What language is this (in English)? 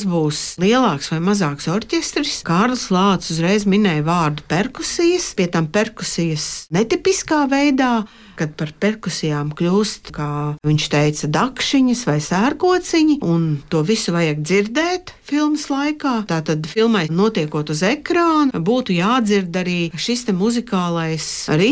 Latvian